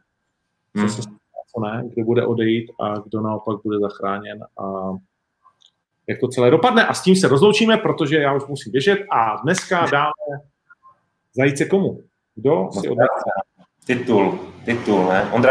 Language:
Czech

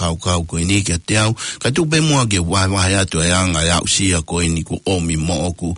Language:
Tongan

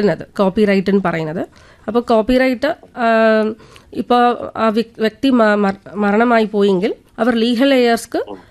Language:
Malayalam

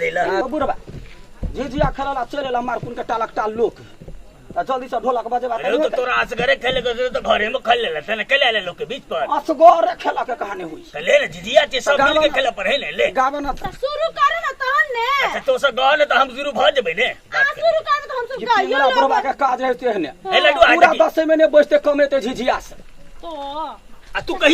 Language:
Maithili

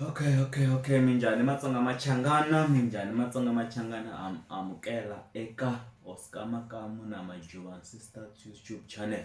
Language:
Tsonga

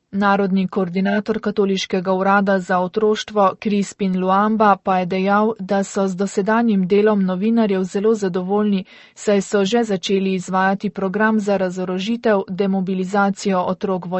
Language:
Slovenian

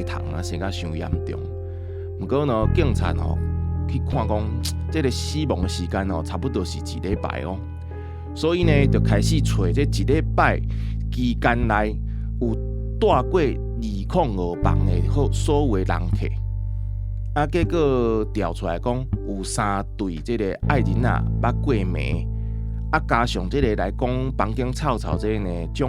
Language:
Min Nan Chinese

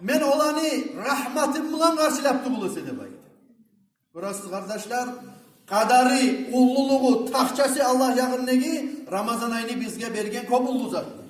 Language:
Kumyk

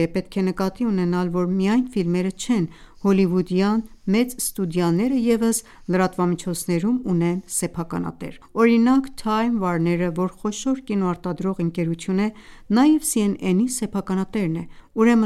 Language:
Armenian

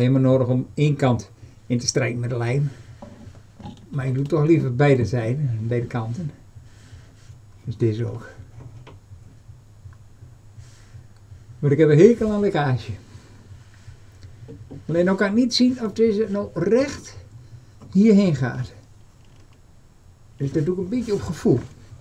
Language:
Dutch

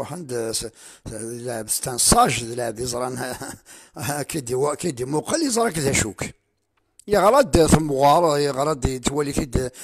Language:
Kabyle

